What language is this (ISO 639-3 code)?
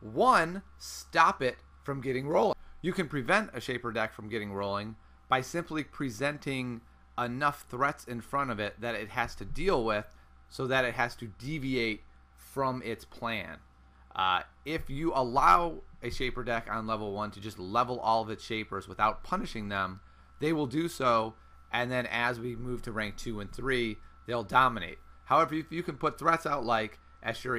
eng